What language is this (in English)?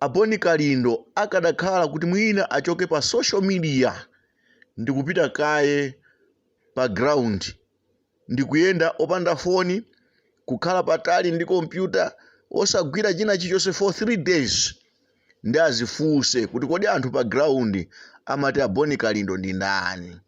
Nyanja